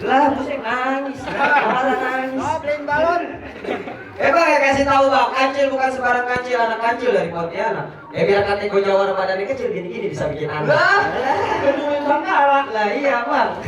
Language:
Betawi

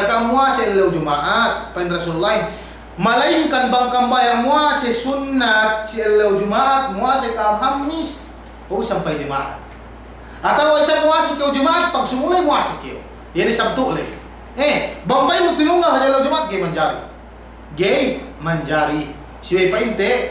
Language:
Yakan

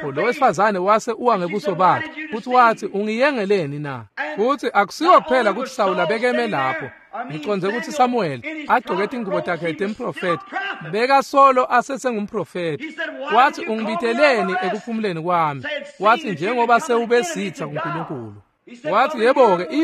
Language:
Swati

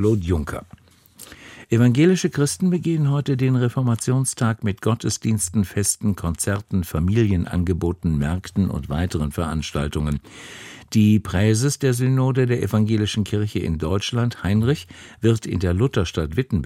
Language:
German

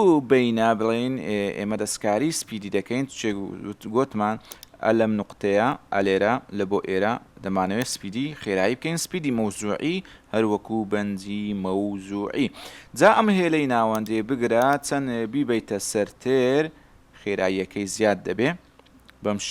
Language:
Central Kurdish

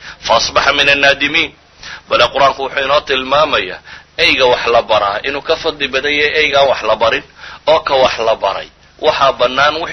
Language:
Somali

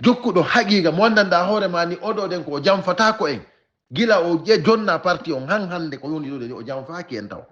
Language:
Fula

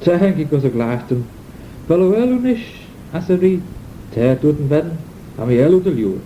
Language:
Manx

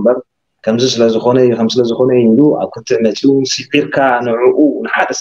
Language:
Tigrinya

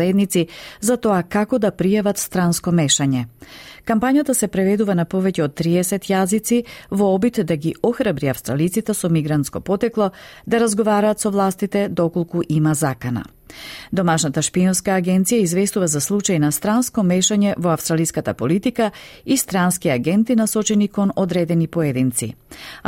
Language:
Macedonian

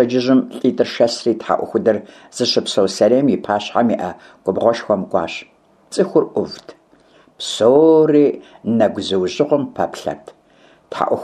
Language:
Kabardian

